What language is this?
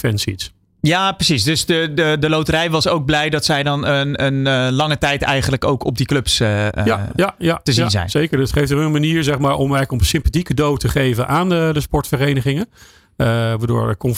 Dutch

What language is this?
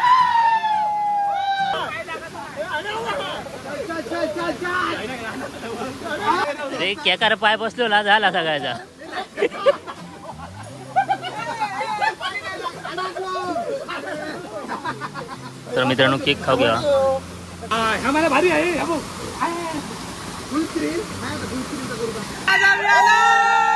Marathi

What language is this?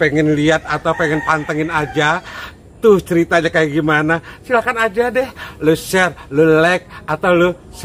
Betawi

